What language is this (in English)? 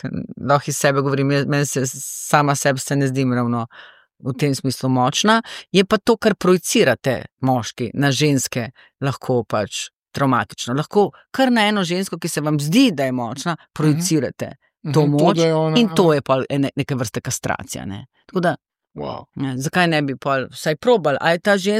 Slovenian